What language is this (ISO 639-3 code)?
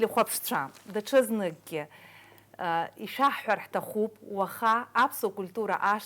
abk